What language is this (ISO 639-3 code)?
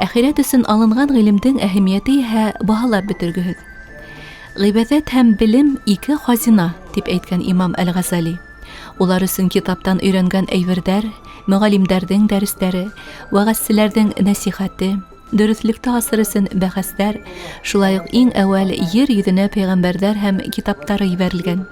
bak